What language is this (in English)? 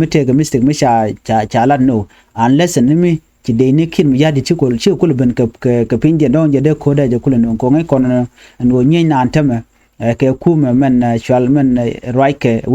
Nuer